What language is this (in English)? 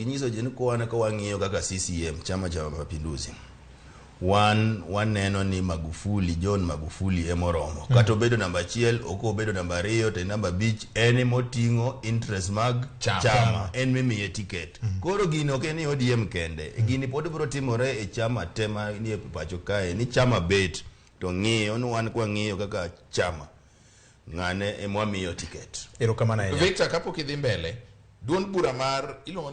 Luo (Kenya and Tanzania)